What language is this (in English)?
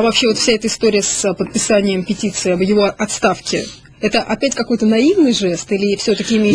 Russian